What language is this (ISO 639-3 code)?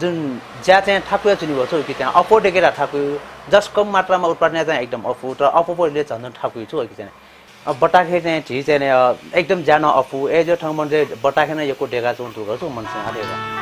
new